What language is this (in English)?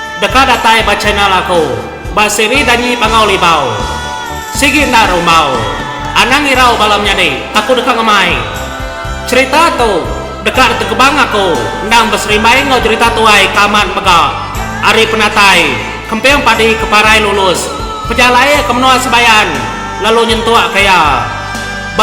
Iban